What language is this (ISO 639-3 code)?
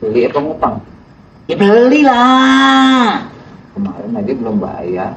bew